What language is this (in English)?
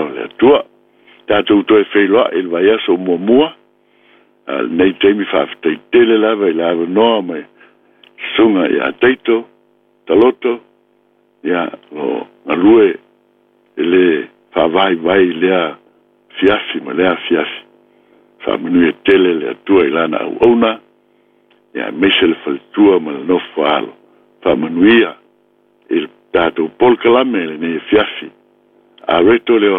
Samoan